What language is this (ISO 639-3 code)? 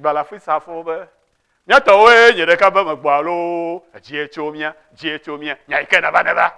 ewe